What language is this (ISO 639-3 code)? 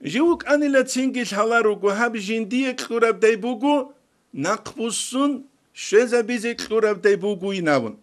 ava